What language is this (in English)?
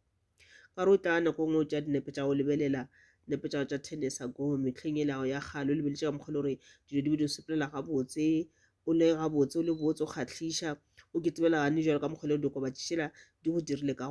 Northern Sotho